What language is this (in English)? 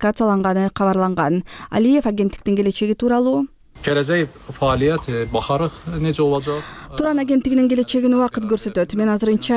Kyrgyz